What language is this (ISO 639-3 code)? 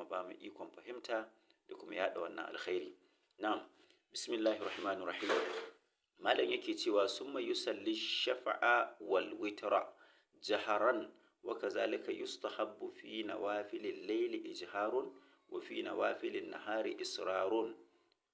hau